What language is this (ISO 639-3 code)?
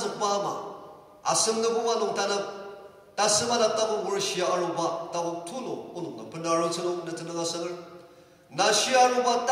njo